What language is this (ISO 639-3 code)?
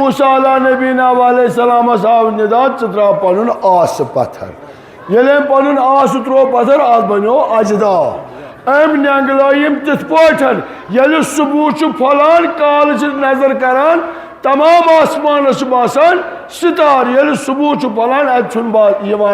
kas